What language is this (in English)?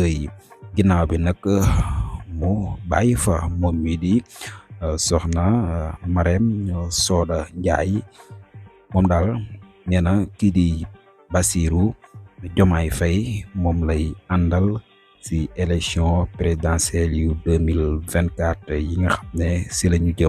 Wolof